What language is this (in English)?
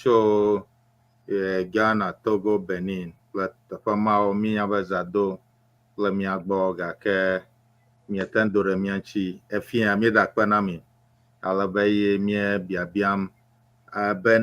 Ewe